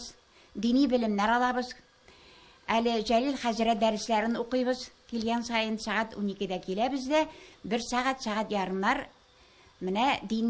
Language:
Tatar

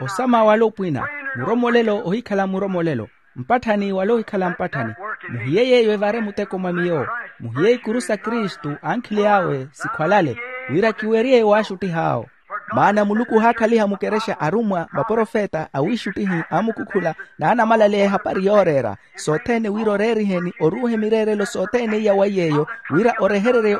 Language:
Makhuwa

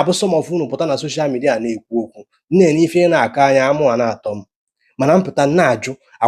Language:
Igbo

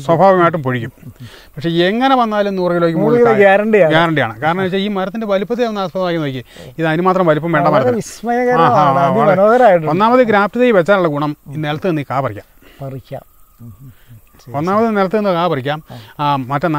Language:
Malayalam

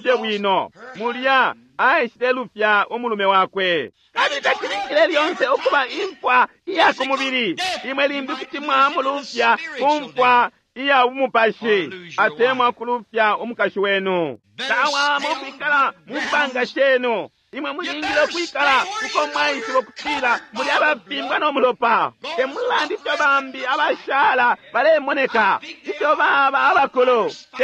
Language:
Bemba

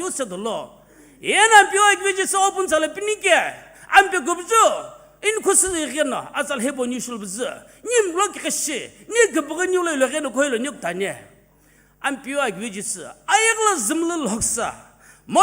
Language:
Sumi Naga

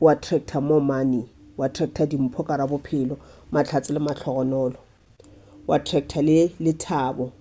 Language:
Northern Sotho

